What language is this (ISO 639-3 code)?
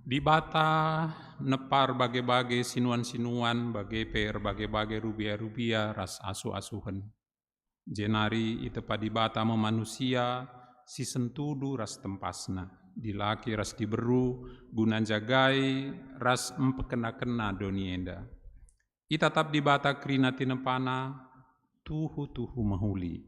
btx